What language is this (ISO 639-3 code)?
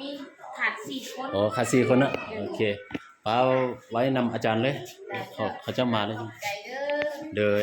lao